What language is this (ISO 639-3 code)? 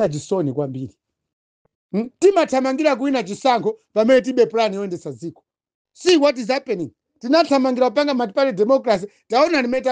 nya